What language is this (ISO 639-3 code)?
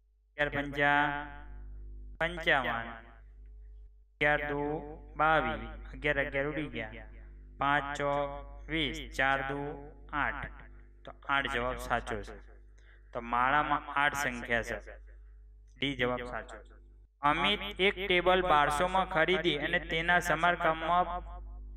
guj